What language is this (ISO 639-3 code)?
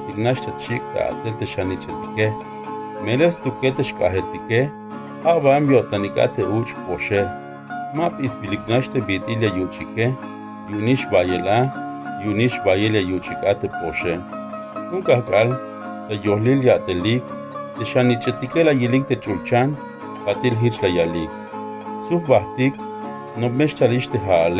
tzh